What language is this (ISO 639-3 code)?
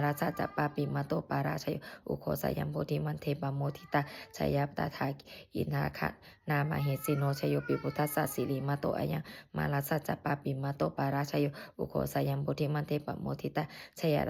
pli